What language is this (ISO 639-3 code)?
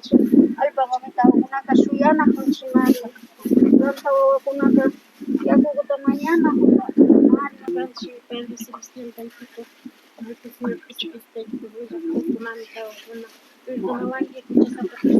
qvi